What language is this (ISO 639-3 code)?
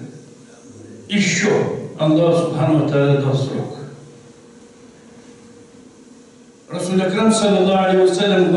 rus